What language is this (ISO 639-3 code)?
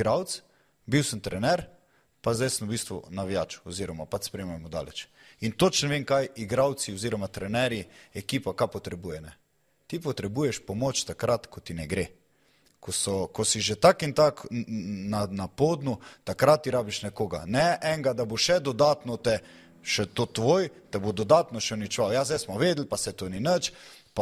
slv